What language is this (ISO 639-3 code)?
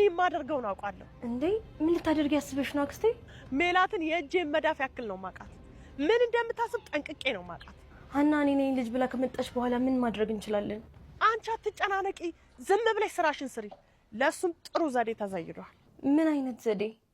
amh